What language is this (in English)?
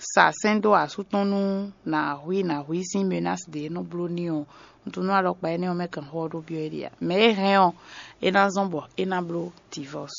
Fon